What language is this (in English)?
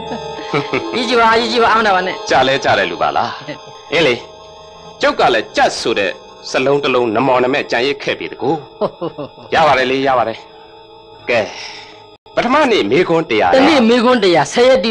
Burmese